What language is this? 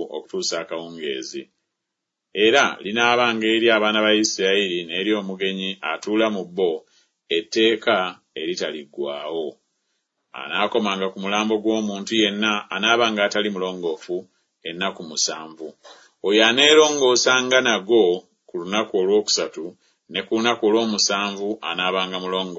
Ganda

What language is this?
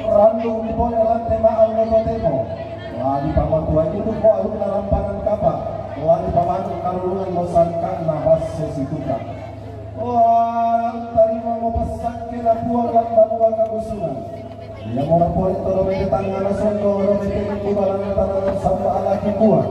Toraja-Sa'dan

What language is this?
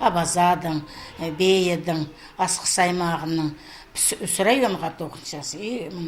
Khakas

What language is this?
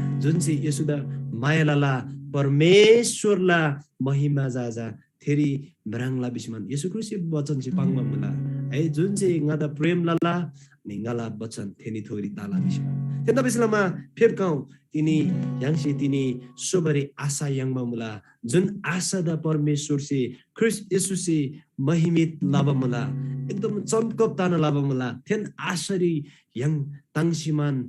Eastern Tamang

